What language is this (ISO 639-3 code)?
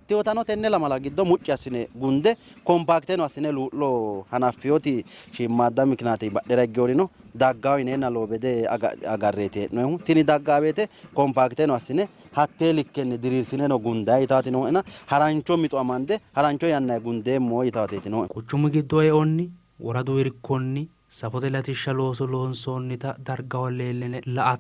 sid